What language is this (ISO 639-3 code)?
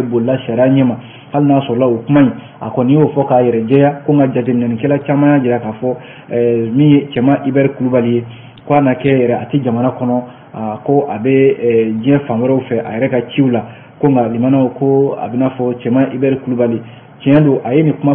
bam